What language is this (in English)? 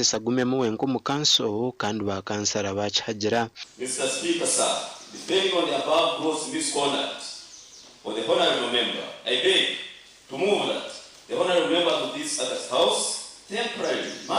Nyankole